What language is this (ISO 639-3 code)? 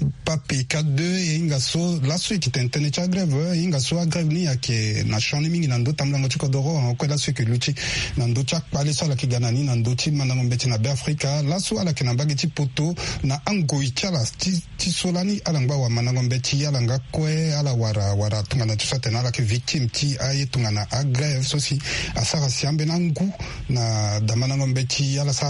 sag